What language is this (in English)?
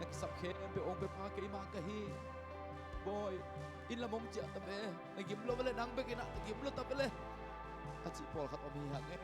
Tedim Chin